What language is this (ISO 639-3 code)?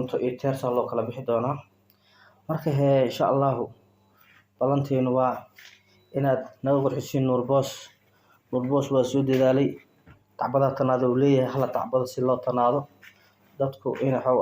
som